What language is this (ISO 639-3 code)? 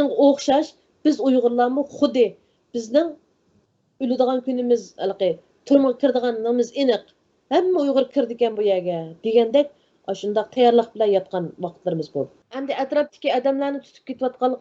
uig